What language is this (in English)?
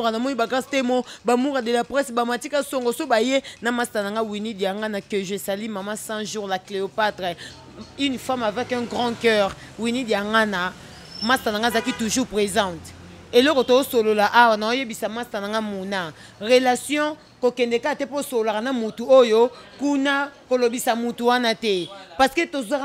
Lingala